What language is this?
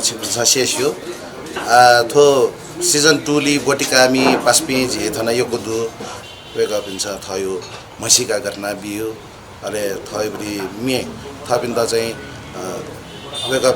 Newari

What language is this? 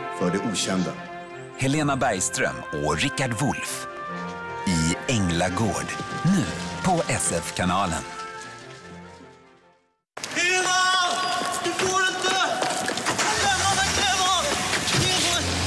Swedish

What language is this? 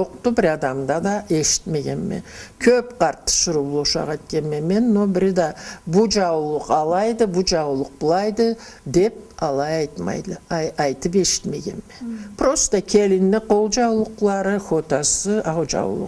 Karachay-Balkar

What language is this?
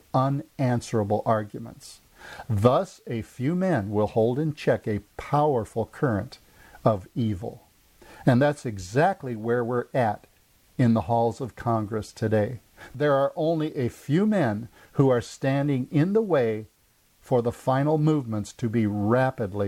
English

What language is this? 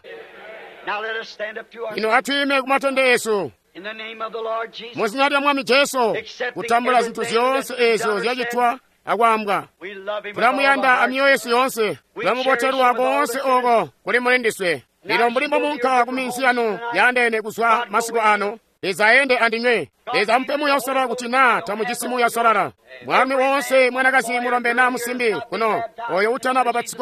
Tonga (Zambia)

